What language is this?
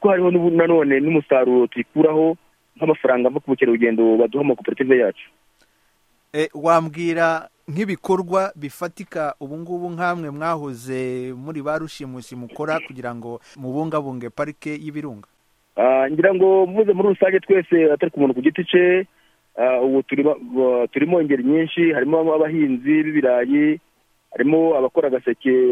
Kinyarwanda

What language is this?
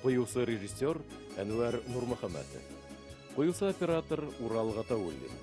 Bashkir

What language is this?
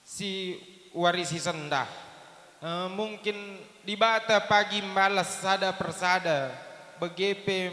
Batak Karo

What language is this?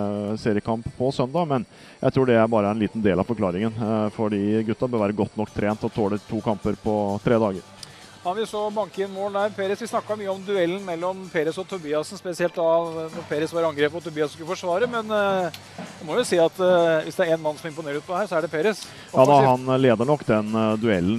Norwegian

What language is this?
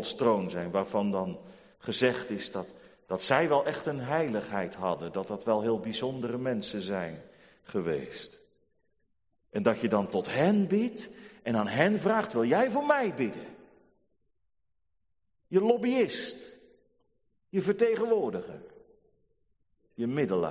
Dutch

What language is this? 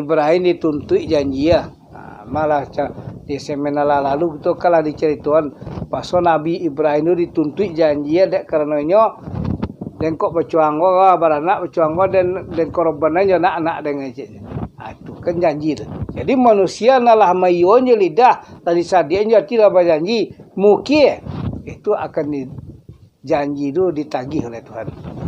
Minangkabau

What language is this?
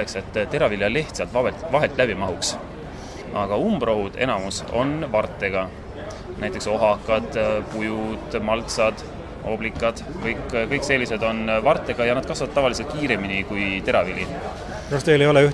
Estonian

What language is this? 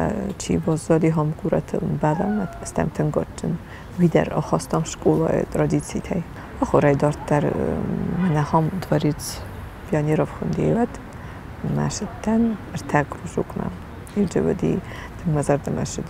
Ossetic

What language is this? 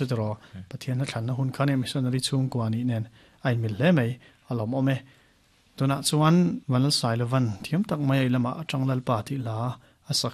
Mizo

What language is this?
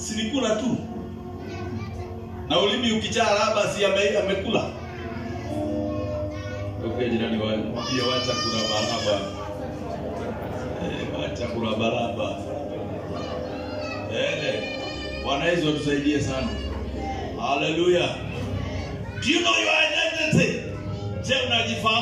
Swahili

